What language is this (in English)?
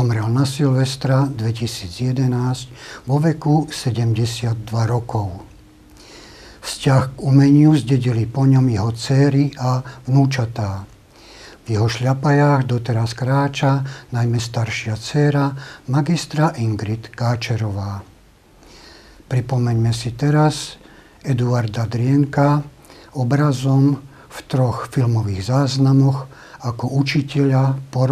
Slovak